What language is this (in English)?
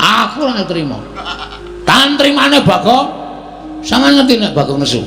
Javanese